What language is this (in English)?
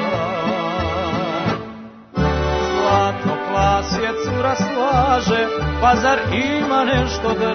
Serbian